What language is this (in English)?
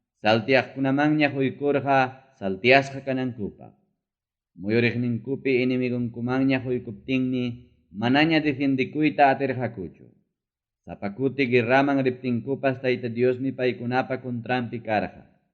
Ayacucho Quechua